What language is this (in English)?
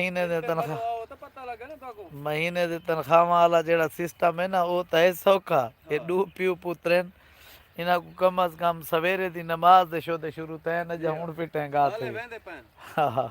Saraiki